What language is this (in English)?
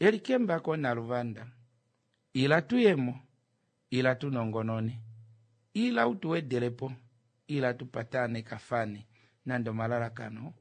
Kuanyama